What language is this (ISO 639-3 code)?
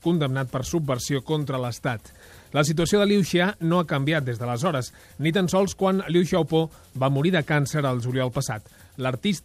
cat